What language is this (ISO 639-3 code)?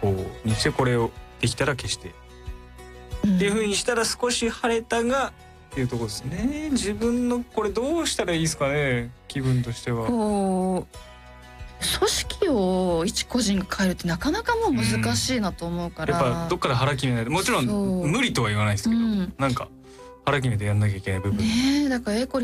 jpn